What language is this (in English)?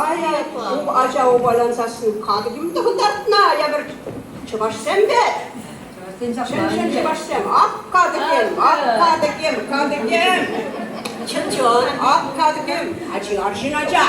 Chuvash